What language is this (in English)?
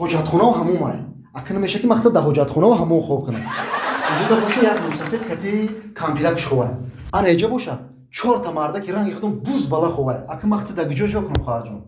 Tajik